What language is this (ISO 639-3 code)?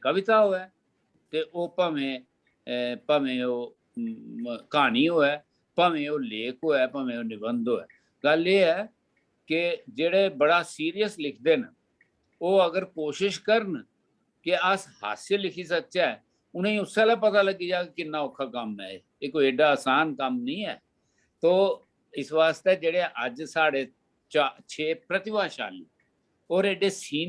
doi